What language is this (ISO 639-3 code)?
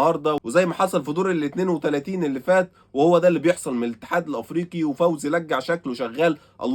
arz